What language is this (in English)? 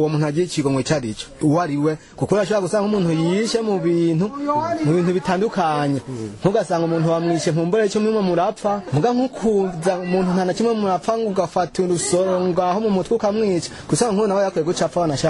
Rundi